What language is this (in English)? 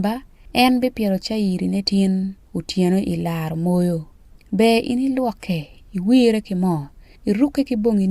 Acoli